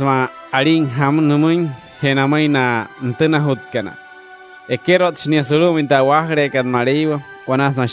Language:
Wayuu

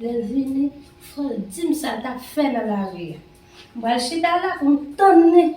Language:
Haitian Creole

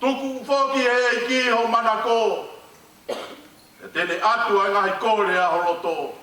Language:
Tongan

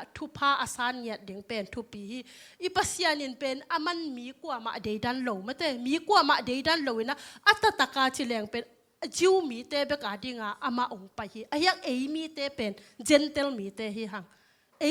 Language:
Tedim Chin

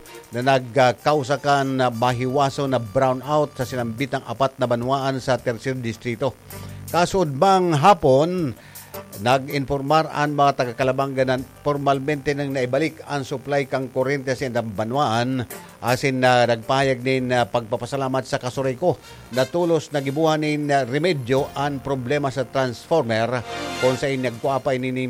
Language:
Bikol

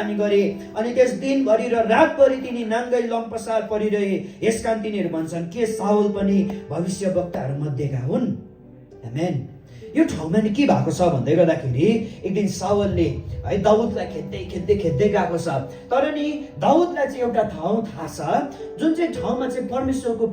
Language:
Nepali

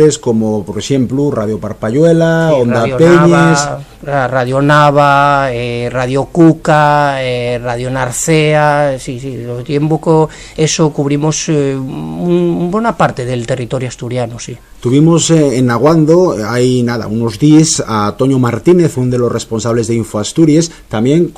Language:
Asturian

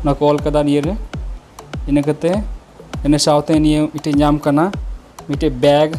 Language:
Santali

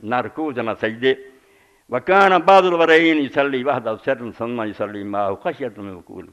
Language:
Urdu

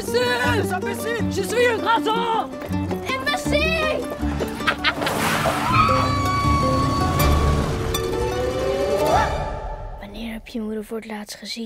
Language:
Dutch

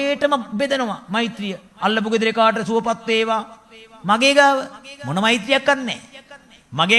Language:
Sinhala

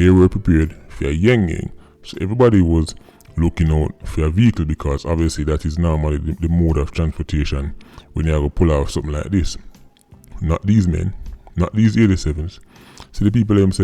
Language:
Jamaican Creole English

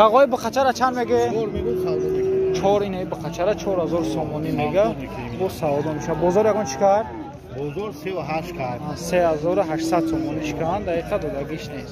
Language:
Tajik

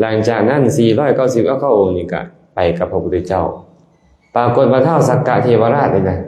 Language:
Lao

